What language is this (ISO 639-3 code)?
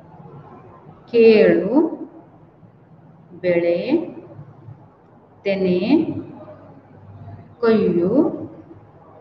kan